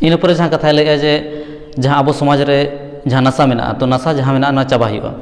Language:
Santali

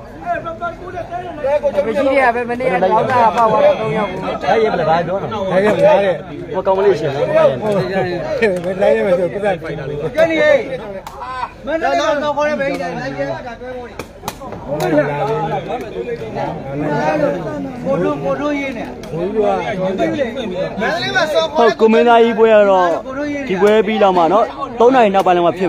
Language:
Burmese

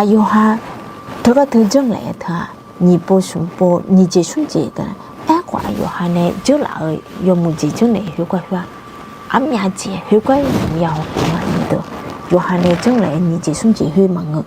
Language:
Akha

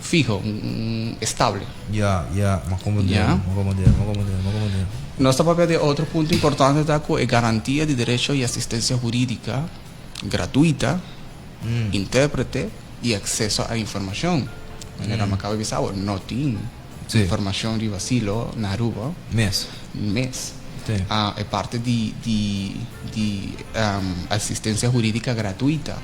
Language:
Papiamento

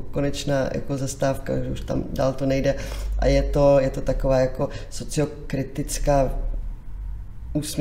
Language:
Czech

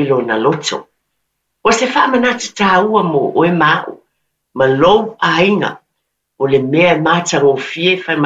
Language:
Samoan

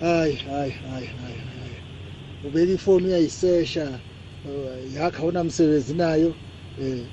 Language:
South Ndebele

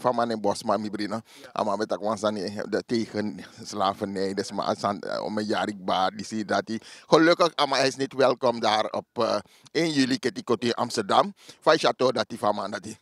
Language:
Sranan Tongo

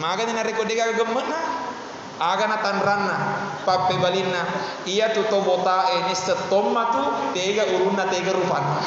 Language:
Buginese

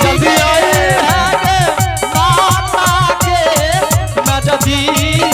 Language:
Angika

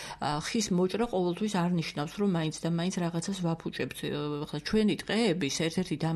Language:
Georgian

